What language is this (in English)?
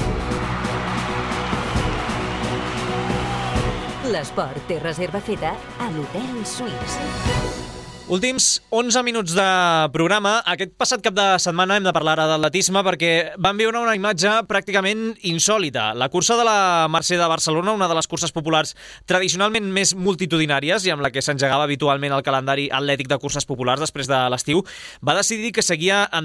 Catalan